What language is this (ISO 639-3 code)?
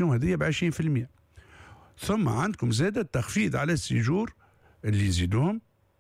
aeb